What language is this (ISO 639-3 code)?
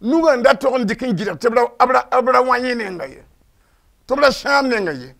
mos